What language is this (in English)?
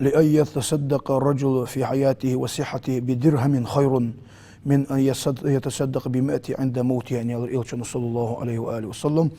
Ingush